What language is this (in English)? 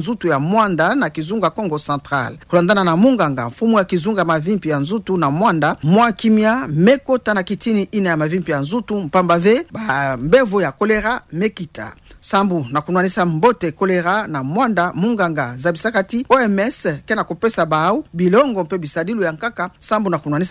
Kituba (Democratic Republic of Congo)